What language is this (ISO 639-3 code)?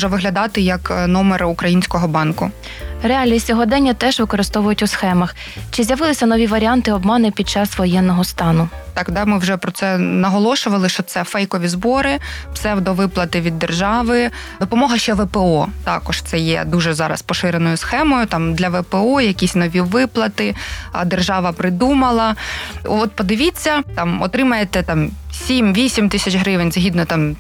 ukr